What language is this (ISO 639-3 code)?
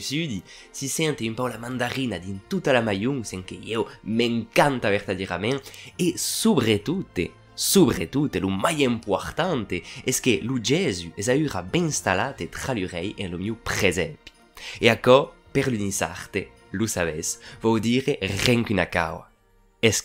oci